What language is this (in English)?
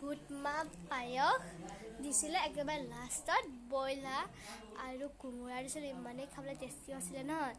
Assamese